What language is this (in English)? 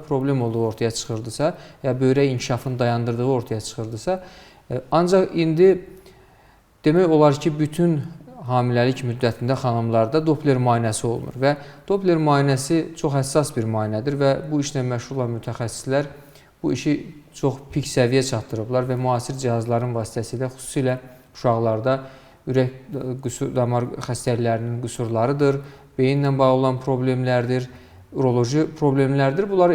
Azerbaijani